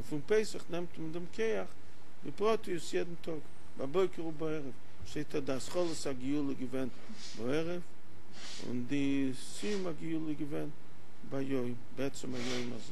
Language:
Yiddish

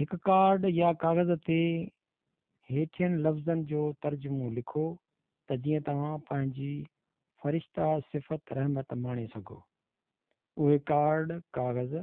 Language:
Sindhi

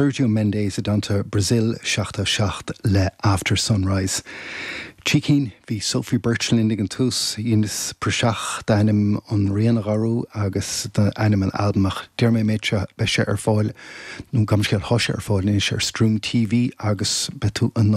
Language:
Irish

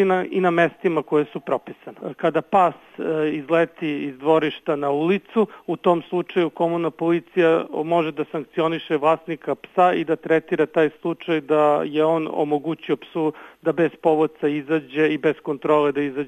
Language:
Serbian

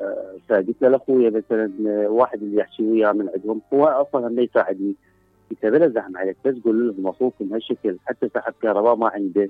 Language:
Mesopotamian Arabic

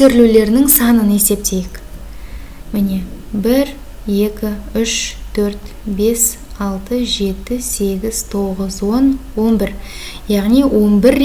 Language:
Kazakh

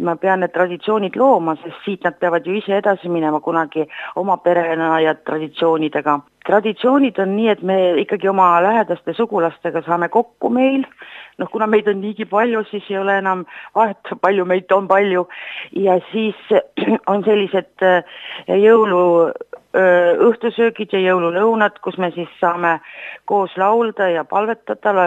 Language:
Estonian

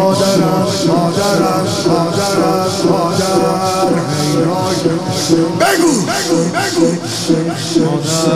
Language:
Persian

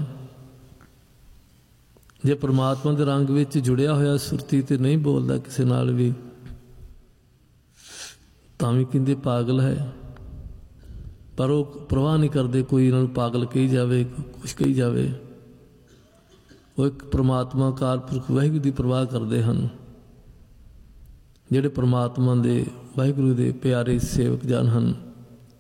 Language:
Punjabi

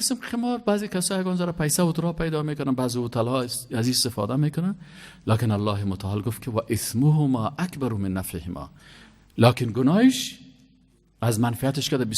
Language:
Persian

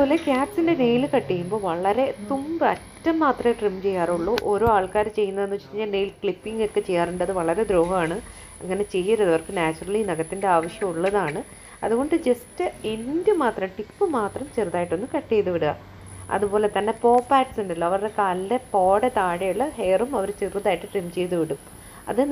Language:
Malayalam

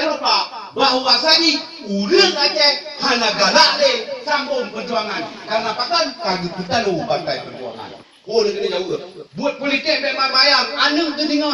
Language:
Achinese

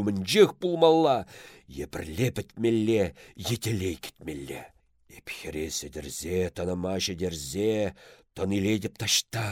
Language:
Chuvash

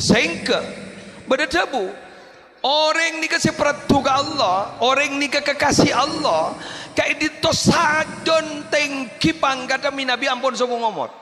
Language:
Madurese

